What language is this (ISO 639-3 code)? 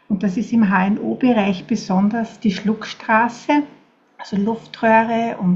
deu